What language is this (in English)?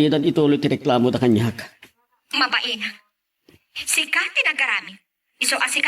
Iloko